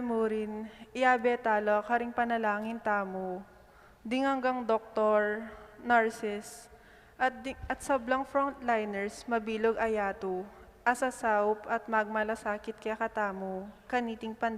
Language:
Pampanga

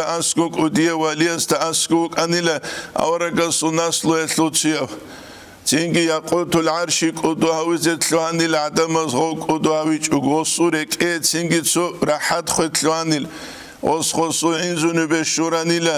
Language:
Avaric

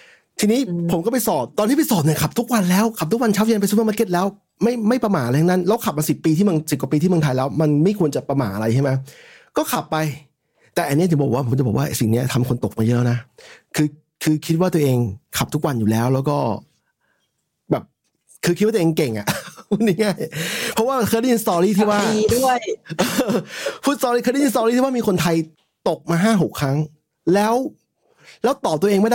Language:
Thai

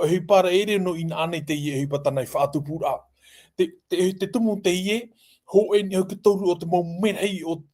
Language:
Tahitian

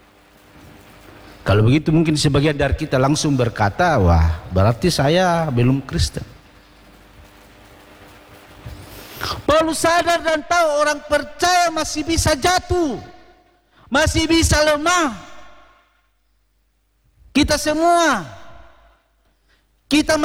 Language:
Indonesian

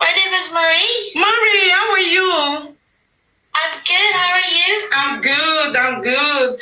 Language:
Nigerian Pidgin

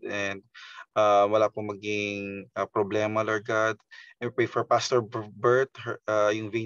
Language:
Filipino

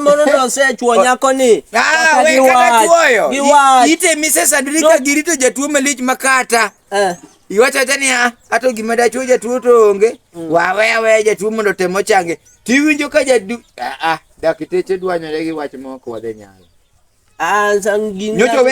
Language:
Luo (Kenya and Tanzania)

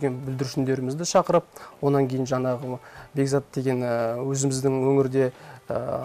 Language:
Kazakh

